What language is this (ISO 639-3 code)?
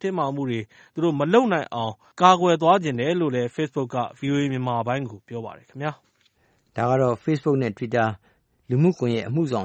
mya